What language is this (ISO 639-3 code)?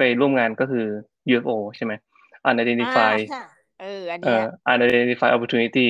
tha